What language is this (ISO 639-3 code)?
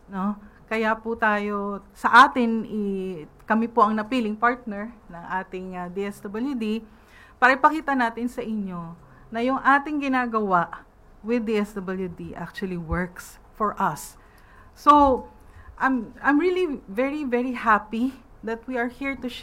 fil